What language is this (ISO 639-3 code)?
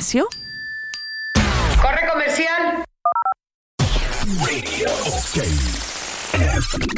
spa